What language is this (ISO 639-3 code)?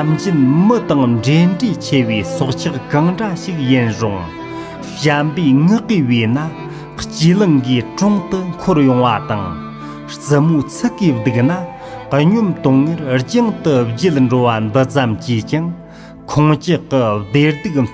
bod